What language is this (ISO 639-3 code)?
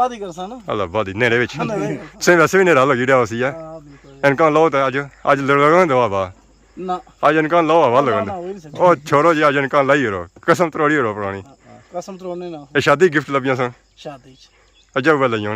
phr